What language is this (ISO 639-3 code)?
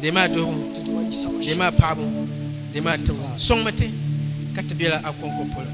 dag